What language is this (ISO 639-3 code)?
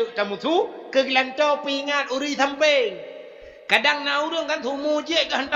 ace